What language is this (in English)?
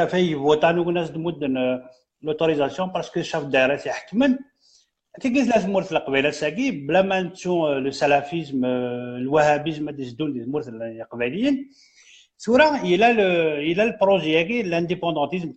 Kabyle